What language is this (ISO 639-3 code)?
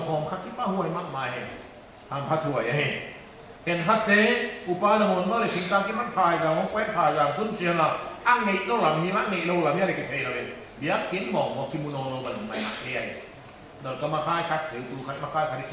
pck